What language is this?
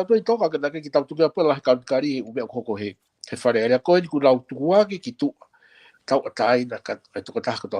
Tongan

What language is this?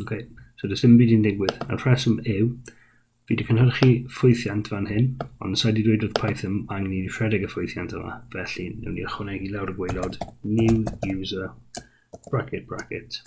Welsh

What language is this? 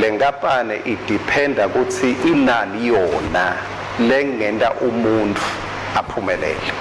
Swati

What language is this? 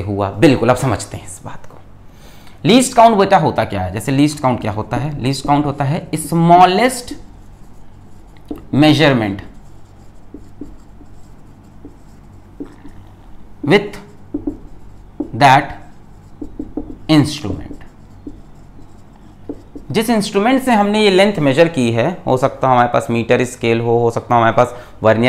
Hindi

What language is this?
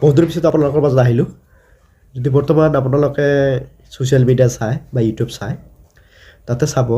Assamese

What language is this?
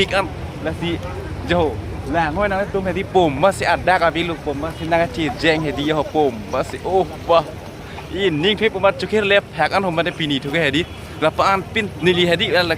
Karbi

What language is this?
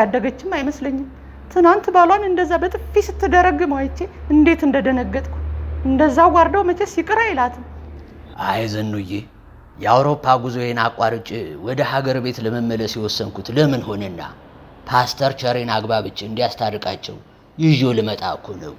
Amharic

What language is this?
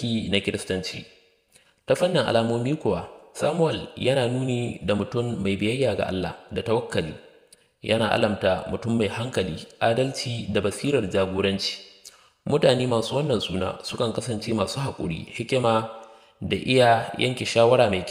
Hausa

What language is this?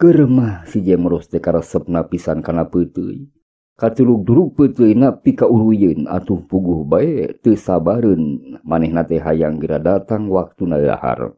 Sundanese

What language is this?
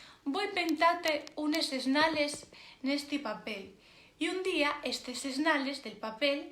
Asturian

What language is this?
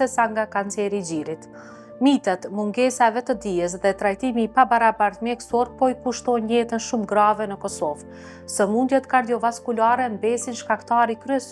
Albanian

